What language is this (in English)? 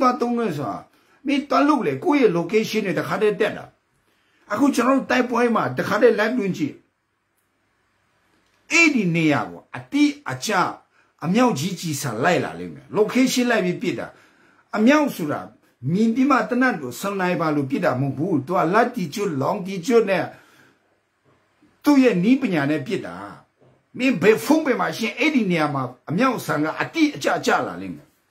Burmese